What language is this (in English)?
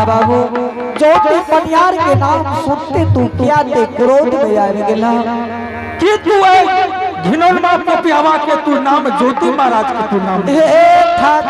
Angika